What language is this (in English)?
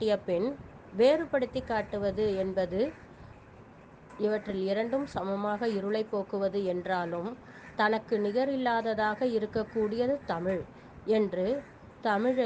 Tamil